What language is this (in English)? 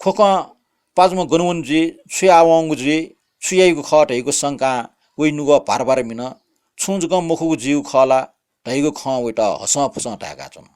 Newari